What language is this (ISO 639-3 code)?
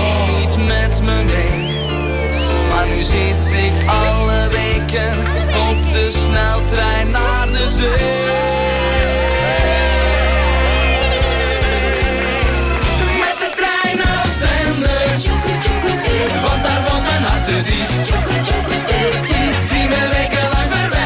nld